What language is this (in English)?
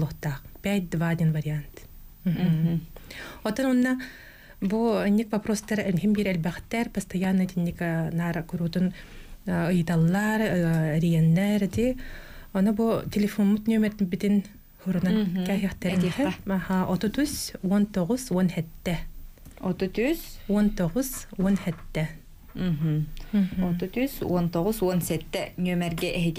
Yakut